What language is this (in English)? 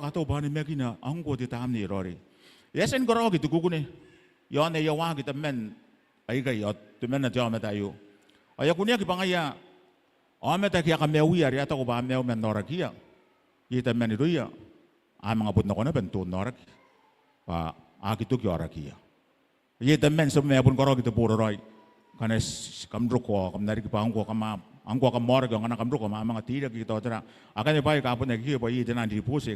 Gilbertese